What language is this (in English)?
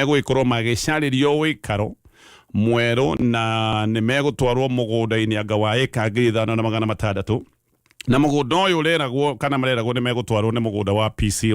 Kikuyu